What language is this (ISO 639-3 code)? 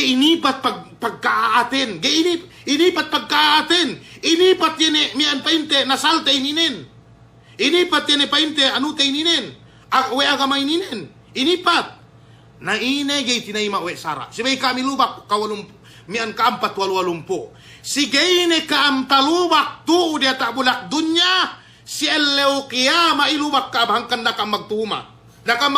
yka